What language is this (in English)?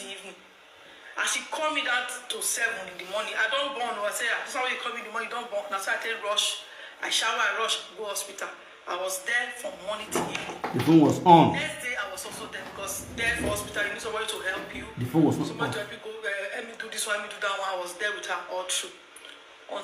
Nigerian Pidgin